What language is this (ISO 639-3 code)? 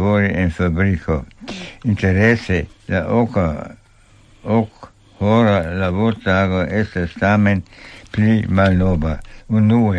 epo